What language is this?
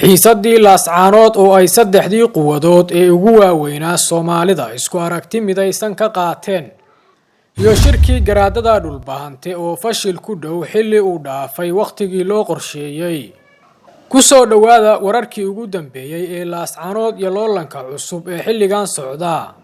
Somali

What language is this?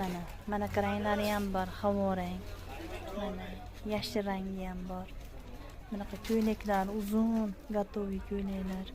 Uzbek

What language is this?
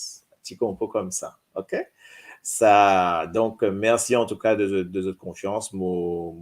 Morisyen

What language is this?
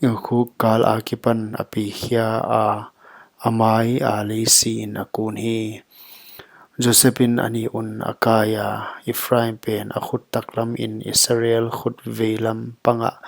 Paite Chin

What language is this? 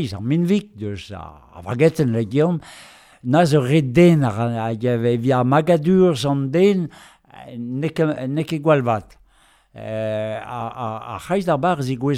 Breton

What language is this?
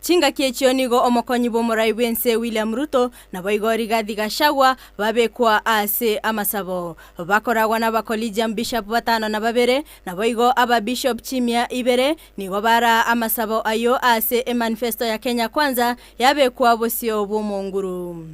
Gusii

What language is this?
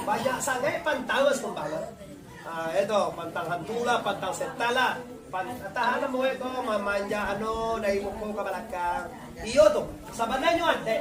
Minangkabau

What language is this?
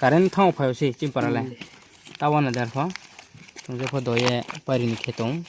Riang (India)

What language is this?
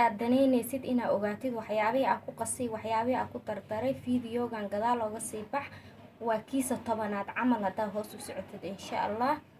Somali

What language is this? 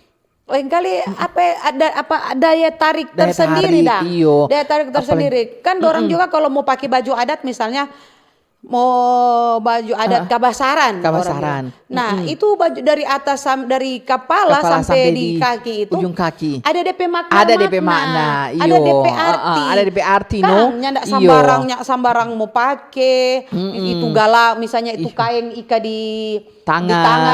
Manado Malay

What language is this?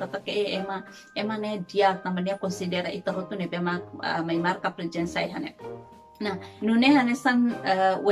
Tetum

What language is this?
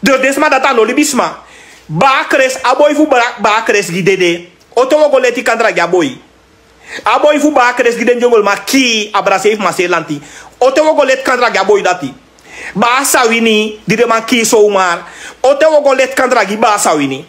Sranan Tongo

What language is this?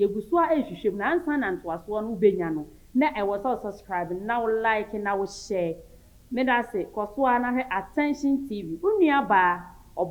Akan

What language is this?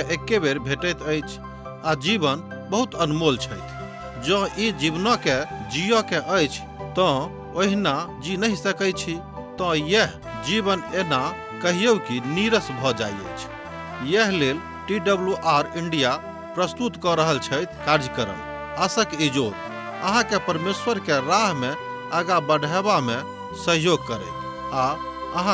Maithili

